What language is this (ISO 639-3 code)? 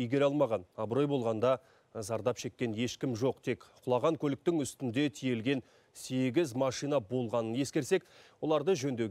kaz